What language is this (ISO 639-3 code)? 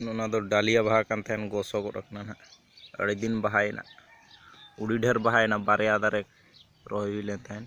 sat